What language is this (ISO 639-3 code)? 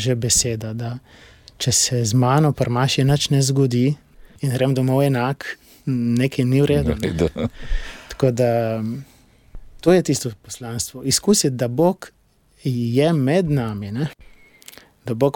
slv